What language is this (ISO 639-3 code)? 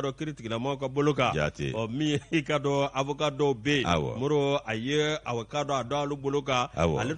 bam